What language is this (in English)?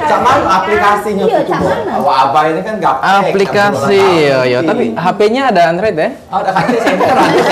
Musi